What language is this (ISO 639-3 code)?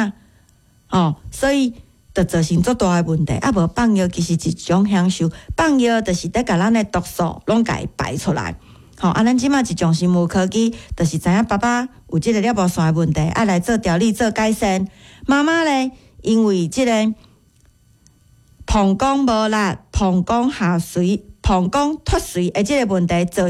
nan